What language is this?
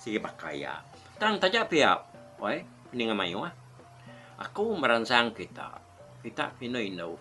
Iban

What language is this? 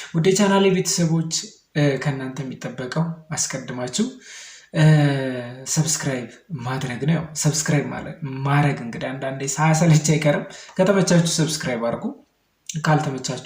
Amharic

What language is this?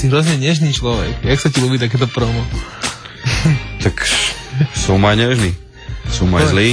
Slovak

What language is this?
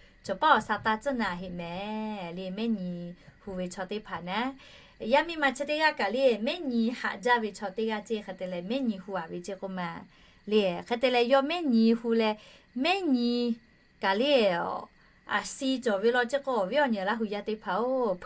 Lahu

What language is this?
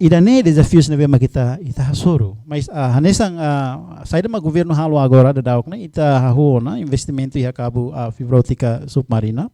Tetum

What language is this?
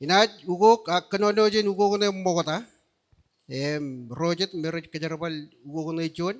Marshallese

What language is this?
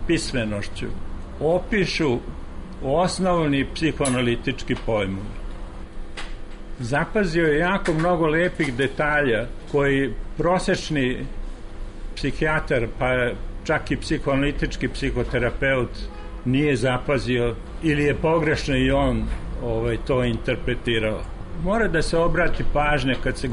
Serbian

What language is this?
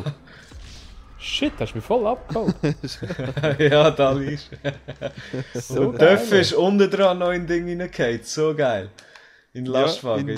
Swiss German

